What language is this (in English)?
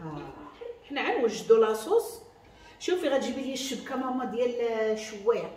Moroccan Arabic